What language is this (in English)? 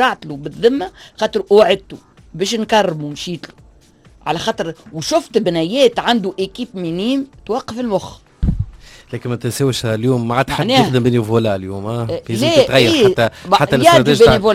Tunisian Arabic